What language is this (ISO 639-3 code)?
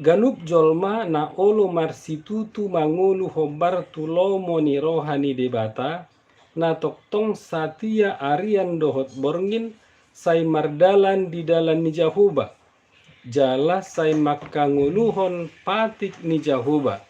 bbc